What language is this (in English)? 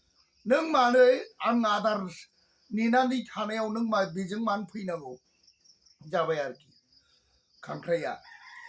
Bodo